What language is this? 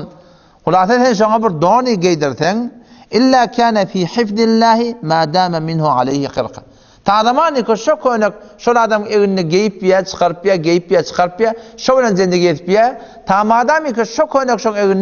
Turkmen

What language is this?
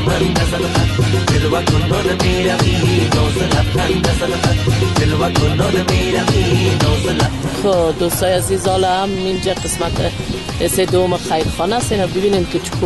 Persian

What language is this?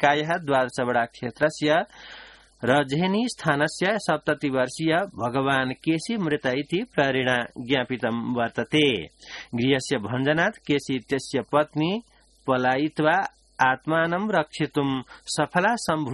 Sanskrit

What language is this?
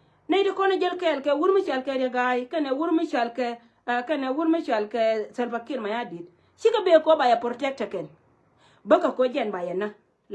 Nuer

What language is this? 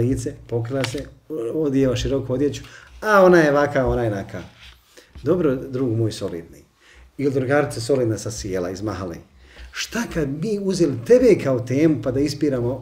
Bosnian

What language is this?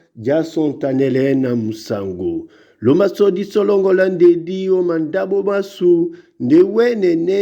Duala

